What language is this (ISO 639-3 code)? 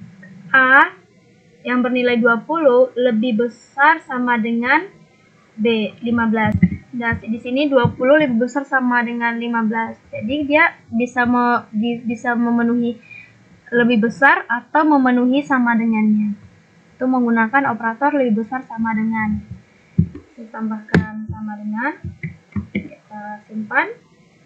ind